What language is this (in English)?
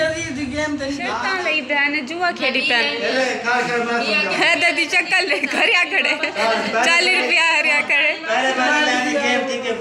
Saraiki